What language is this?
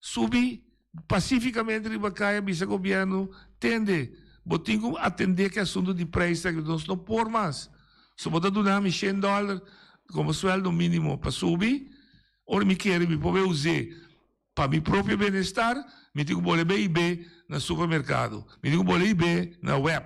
Papiamento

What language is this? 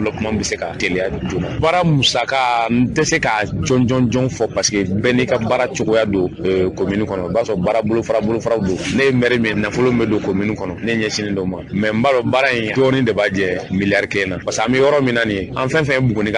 Bambara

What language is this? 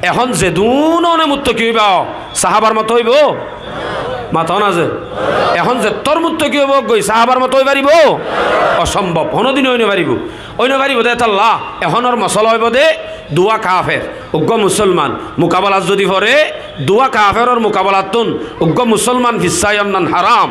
Rohingya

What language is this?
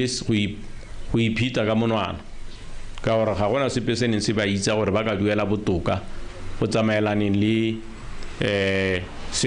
Tswana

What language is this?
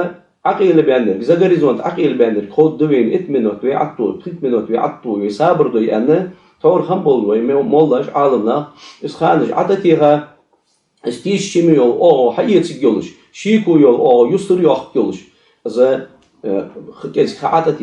Ingush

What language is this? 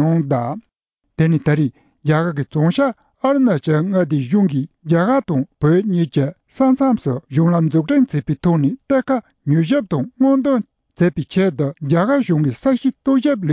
Tibetan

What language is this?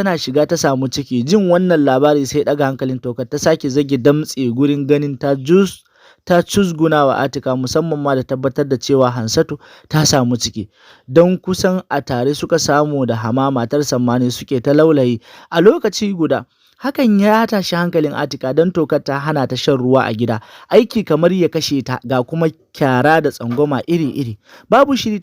Hausa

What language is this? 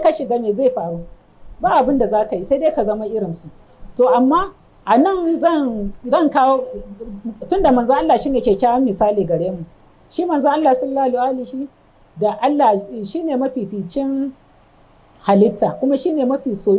Hausa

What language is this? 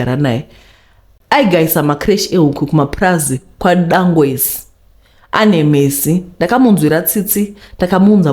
Shona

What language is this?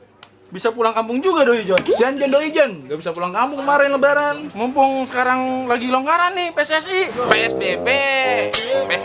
Betawi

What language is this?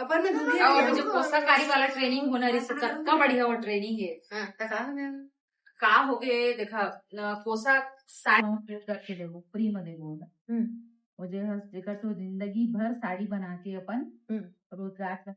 Chhattisgarhi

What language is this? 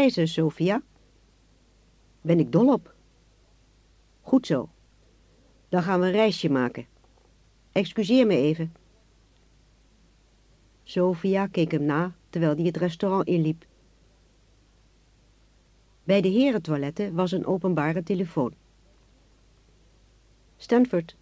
Dutch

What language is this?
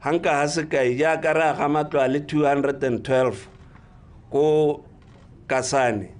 Tswana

